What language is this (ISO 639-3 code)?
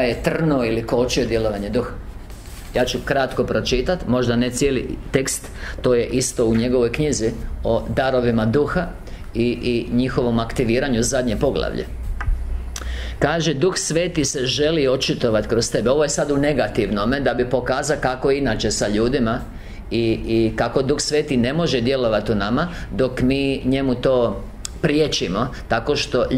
hrv